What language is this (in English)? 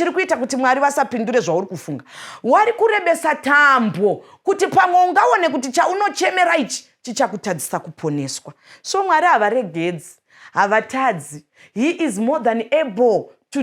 Shona